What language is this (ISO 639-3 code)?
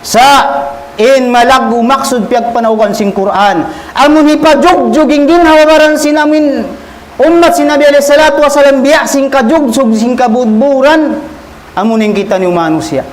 tsg